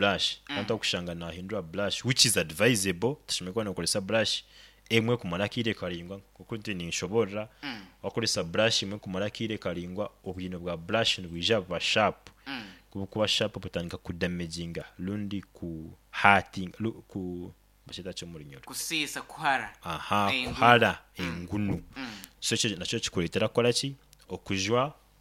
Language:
Nyoro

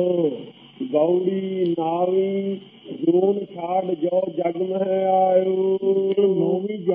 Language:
Punjabi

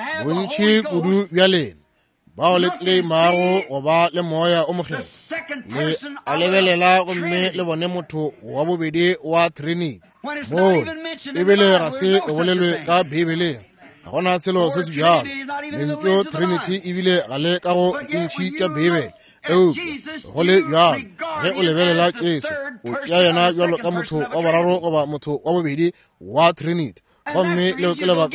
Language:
Northern Sotho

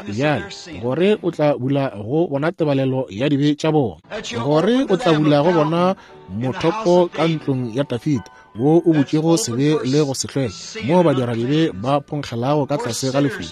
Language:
Northern Sotho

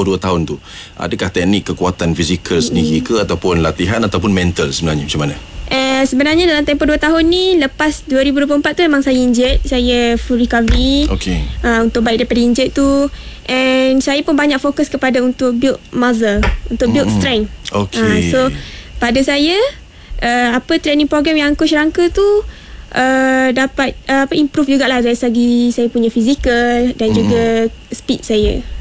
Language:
Malay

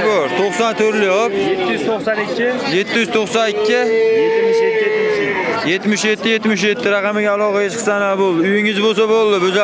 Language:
Uzbek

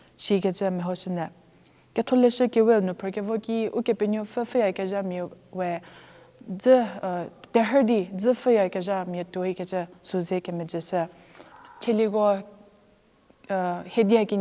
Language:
Angami Naga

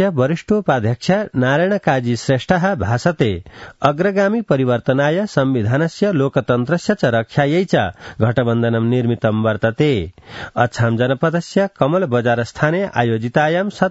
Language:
Sanskrit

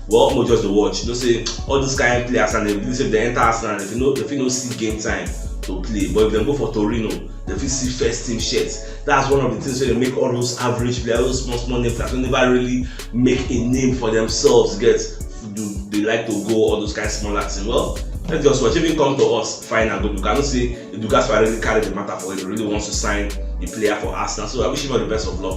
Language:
Nigerian Pidgin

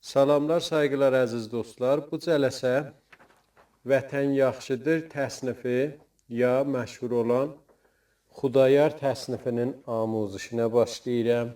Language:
South Azerbaijani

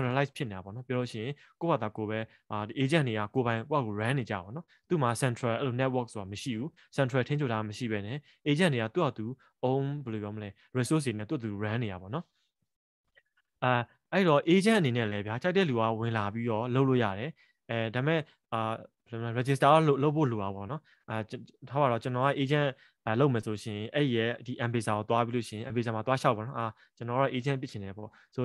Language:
Burmese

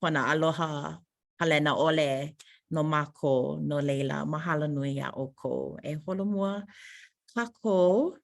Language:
Hawaiian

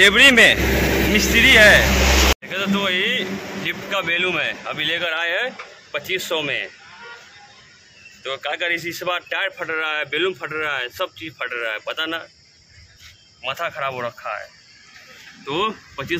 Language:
Hindi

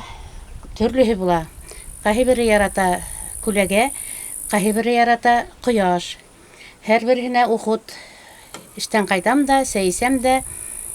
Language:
Bashkir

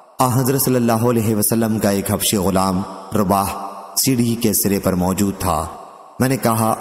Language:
Urdu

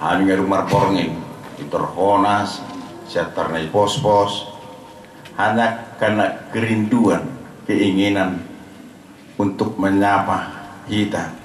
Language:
Batak Toba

